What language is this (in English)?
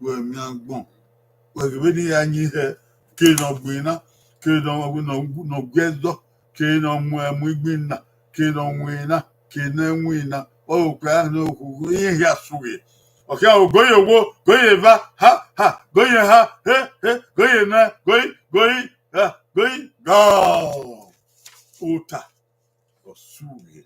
Bini